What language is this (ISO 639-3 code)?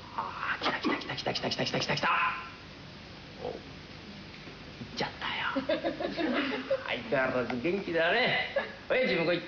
jpn